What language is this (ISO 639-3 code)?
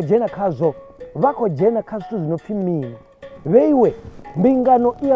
ven